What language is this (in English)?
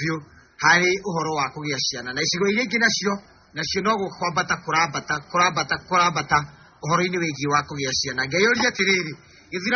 Kikuyu